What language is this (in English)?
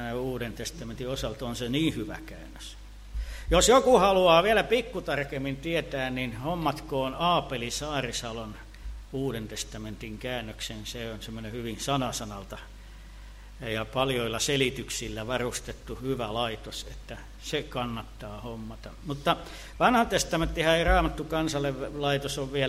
Finnish